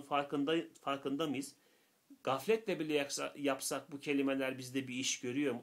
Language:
Turkish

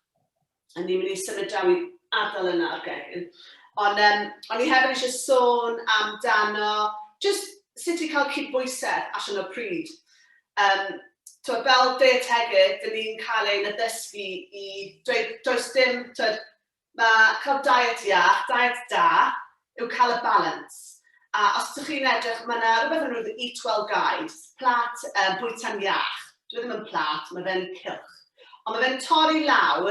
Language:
Welsh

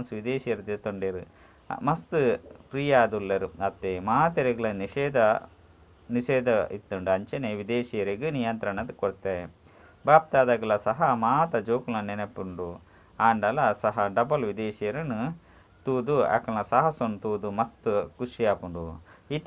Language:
Tulu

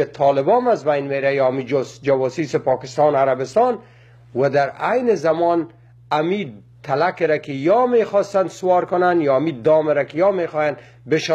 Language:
Persian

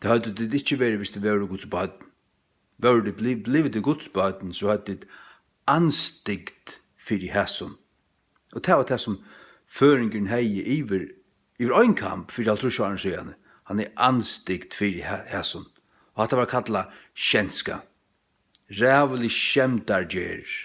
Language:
Faroese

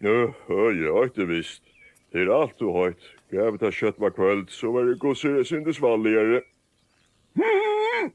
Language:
Faroese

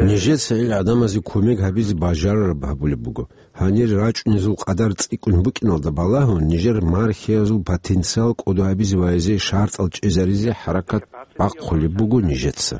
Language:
Avaric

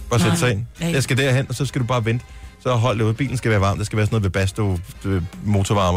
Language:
Danish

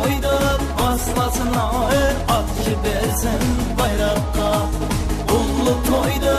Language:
Kara-Kalpak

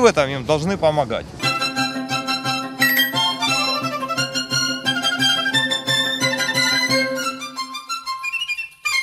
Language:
Ukrainian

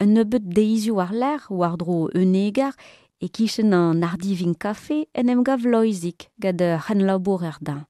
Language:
Breton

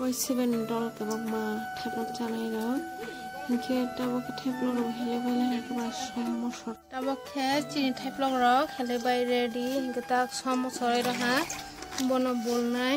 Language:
Kok Borok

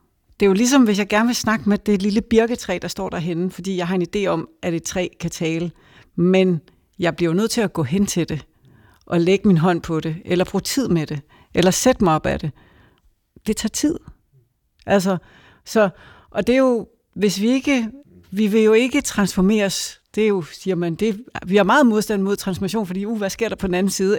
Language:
Danish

